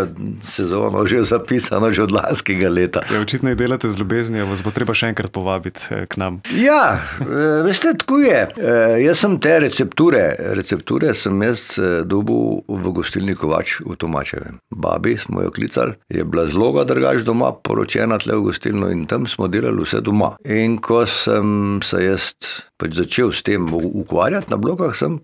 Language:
Slovenian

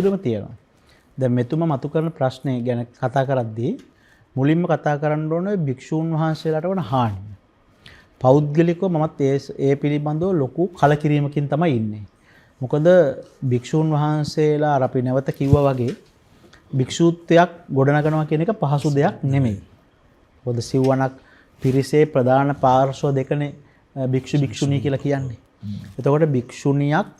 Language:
Sinhala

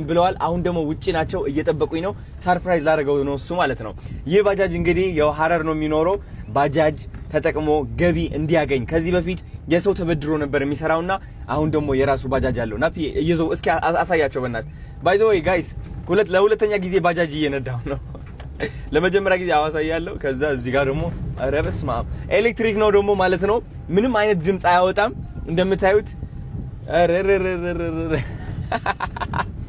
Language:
Amharic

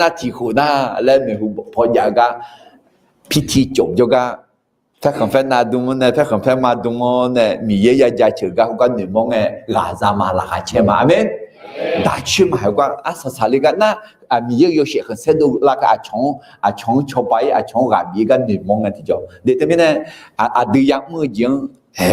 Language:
Akha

